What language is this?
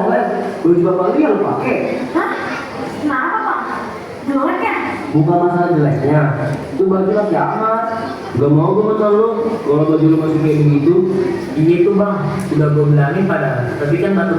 Betawi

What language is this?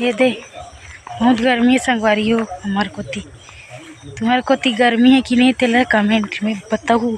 Chhattisgarhi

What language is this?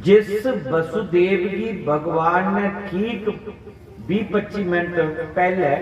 Dogri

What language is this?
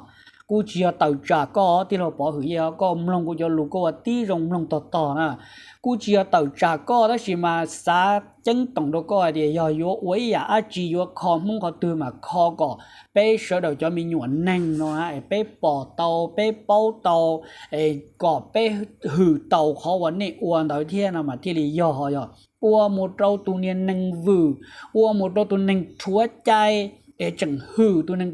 Hmong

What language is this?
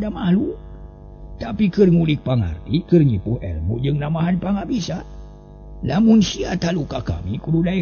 Sundanese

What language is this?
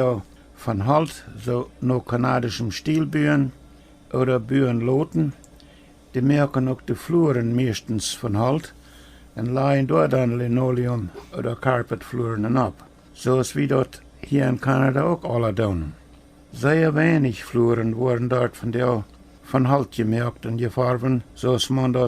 Plautdietsch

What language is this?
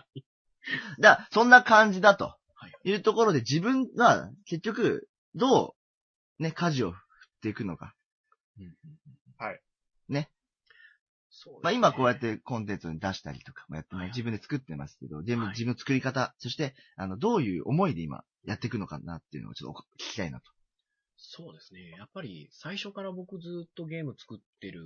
Japanese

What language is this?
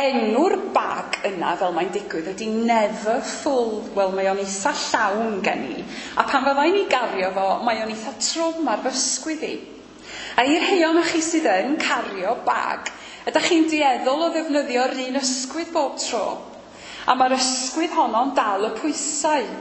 Welsh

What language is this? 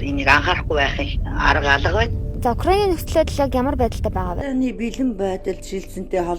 Mongolian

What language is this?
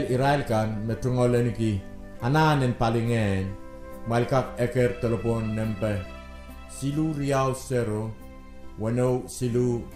Pohnpeian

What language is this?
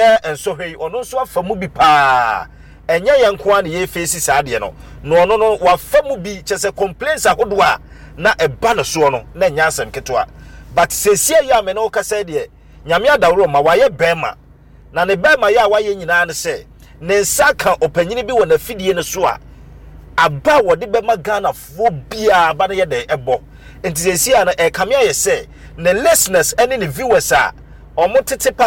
Akan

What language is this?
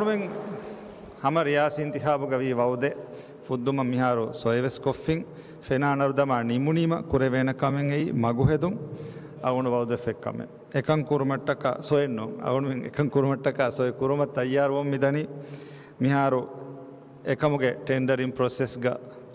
Divehi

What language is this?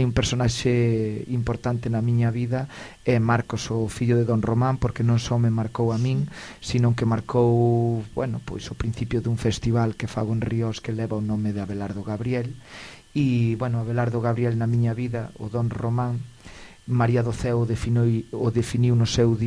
Galician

